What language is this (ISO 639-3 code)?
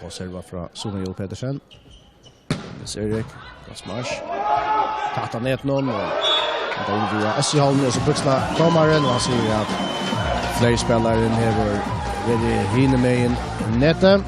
fao